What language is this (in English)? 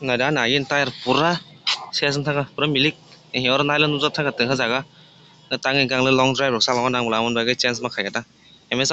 Kok Borok